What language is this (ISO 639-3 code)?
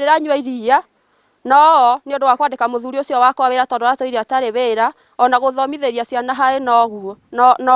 kik